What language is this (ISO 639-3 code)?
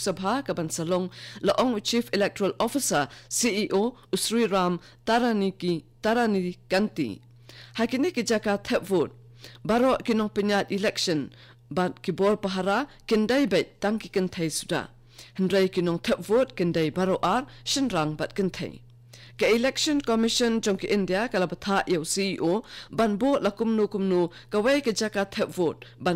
kha